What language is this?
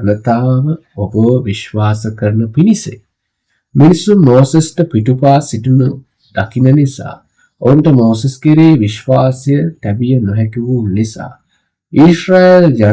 Sinhala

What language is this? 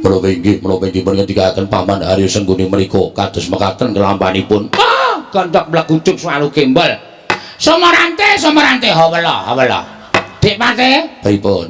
Javanese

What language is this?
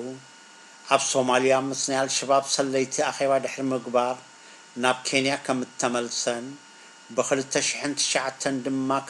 Tigrinya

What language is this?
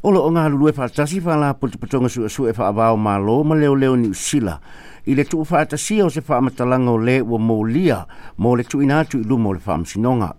Samoan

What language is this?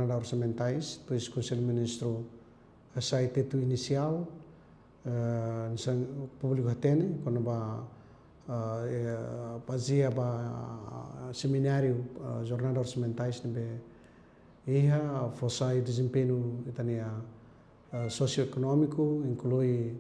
Tetum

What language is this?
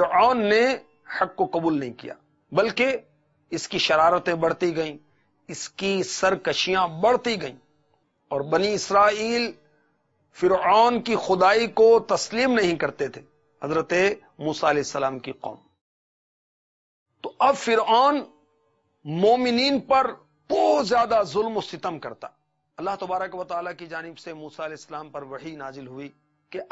Urdu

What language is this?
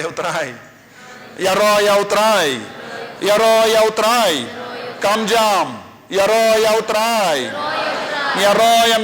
Khasi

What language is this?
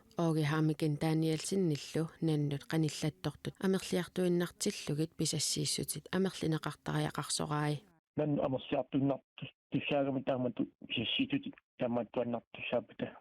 Kalaallisut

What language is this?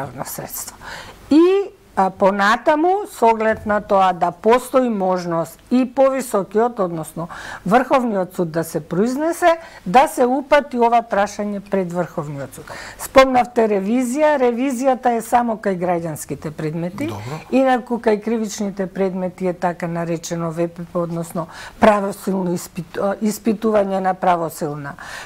Macedonian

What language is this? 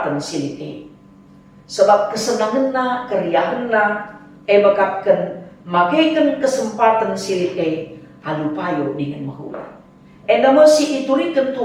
Batak Karo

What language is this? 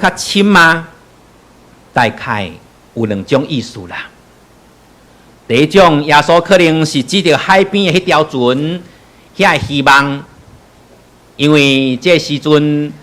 Min Nan Chinese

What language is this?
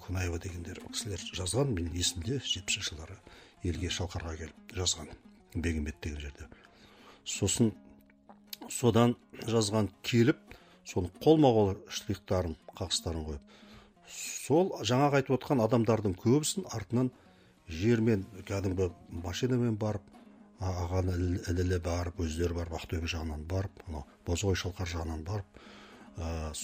Kazakh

